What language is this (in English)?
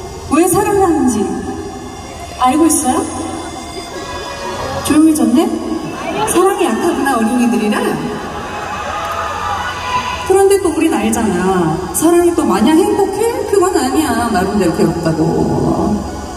Korean